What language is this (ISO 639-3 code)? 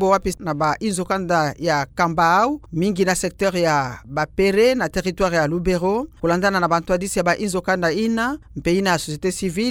ktu